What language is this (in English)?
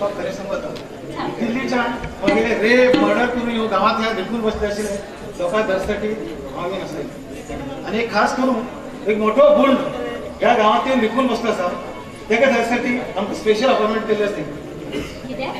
Konkani